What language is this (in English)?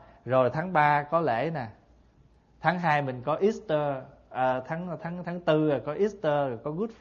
Vietnamese